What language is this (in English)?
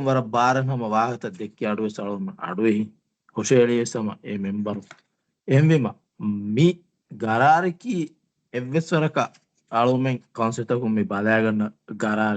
Divehi